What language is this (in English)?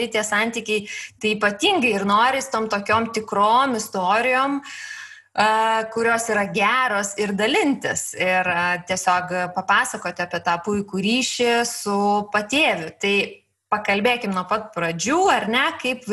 Lithuanian